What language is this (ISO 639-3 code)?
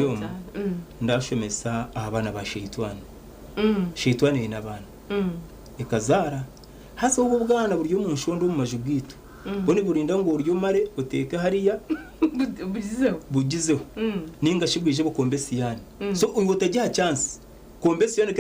nyn